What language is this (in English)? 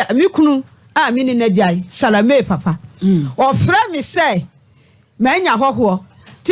Akan